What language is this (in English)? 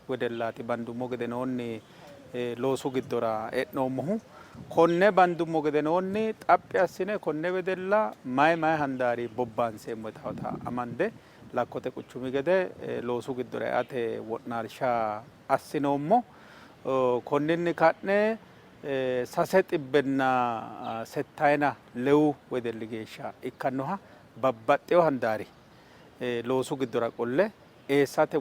Sidamo